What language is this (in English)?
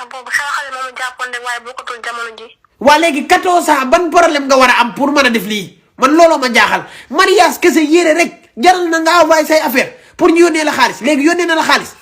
Wolof